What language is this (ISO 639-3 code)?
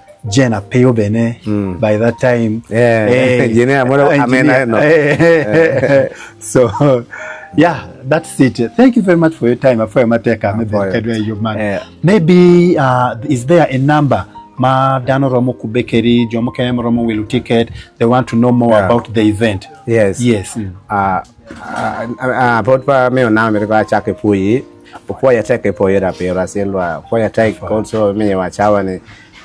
ach